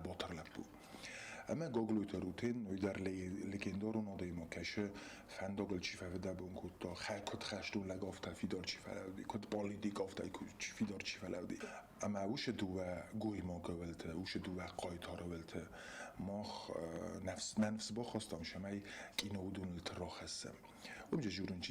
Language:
Ossetic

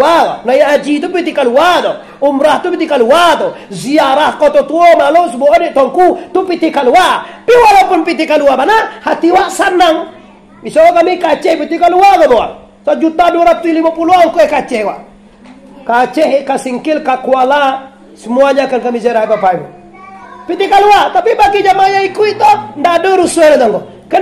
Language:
Minangkabau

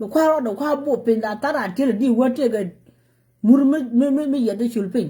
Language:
Nuer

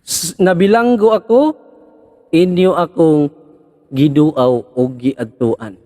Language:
Cebuano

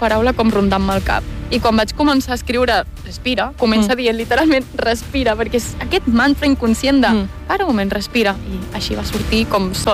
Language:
Catalan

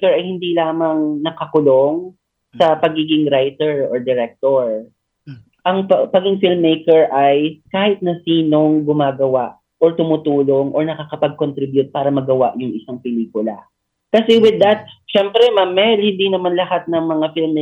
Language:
Filipino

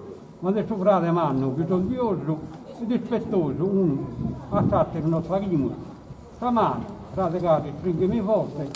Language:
Sardinian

